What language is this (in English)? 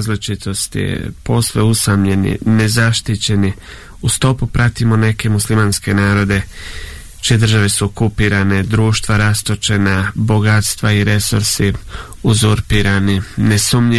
Bosnian